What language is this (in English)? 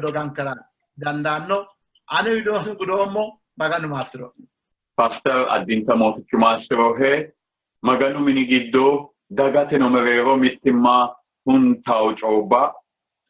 Sidamo